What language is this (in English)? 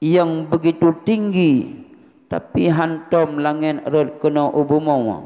Achinese